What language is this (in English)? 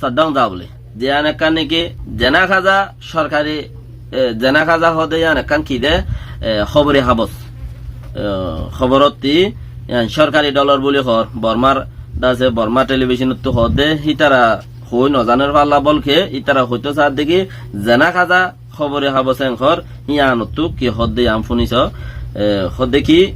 Rohingya